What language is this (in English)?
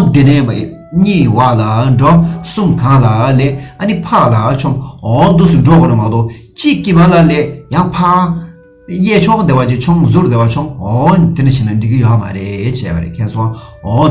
Tibetan